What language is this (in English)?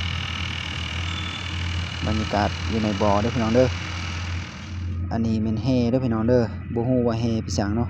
Lao